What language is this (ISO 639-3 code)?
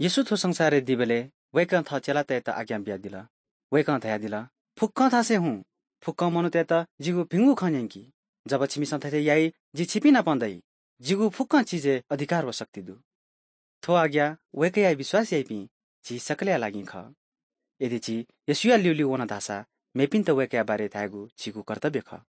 new